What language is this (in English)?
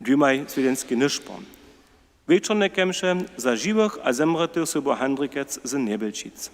Upper Sorbian